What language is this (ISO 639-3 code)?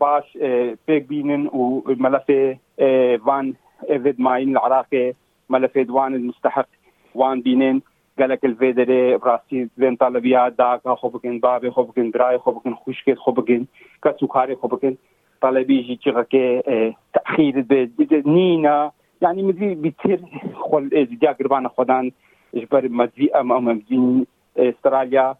kur